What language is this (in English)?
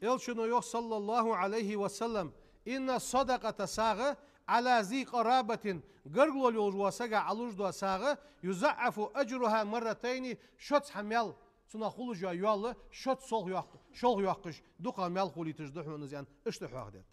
Ingush